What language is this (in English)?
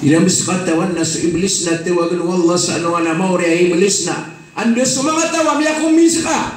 Maranao